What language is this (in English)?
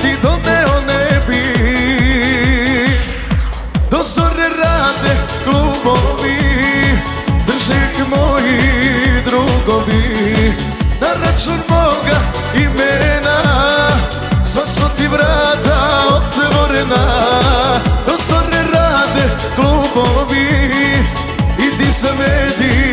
Serbian